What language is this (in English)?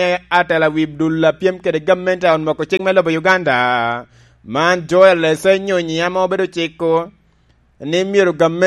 Lango (Uganda)